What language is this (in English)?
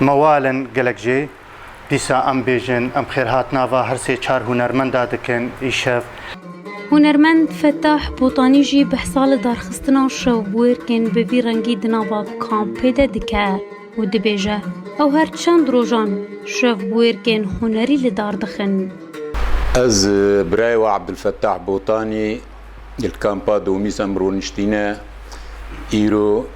Kurdish